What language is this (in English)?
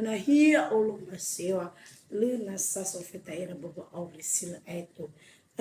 Nias